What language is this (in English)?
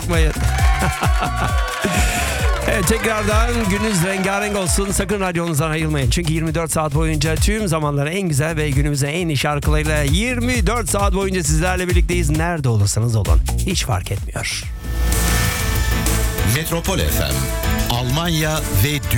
Turkish